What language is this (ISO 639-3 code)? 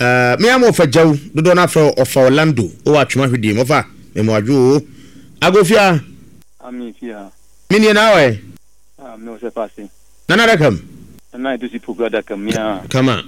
aka